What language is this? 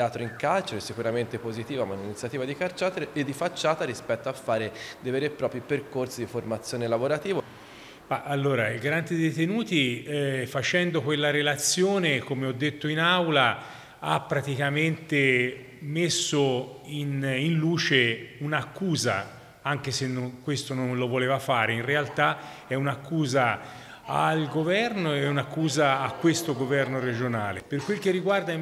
Italian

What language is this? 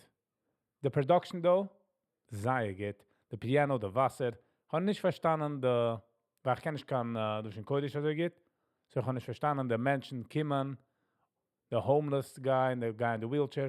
Yiddish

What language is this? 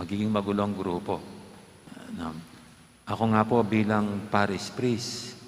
Pampanga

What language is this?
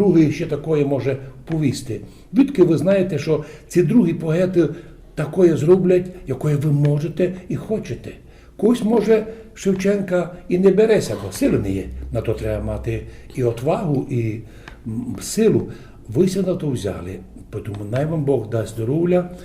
Rusyn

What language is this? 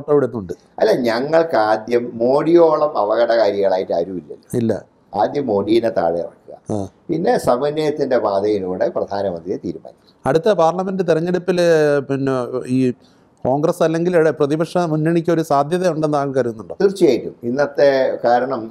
Malayalam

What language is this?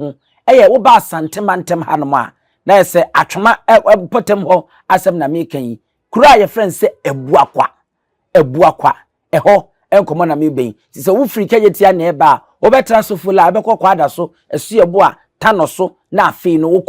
Akan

